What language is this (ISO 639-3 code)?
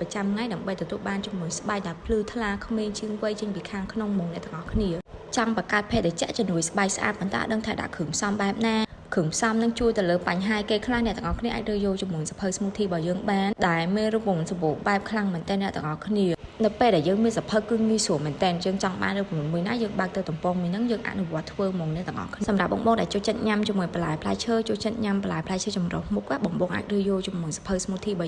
khm